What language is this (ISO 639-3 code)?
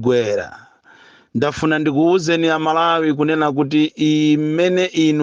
nya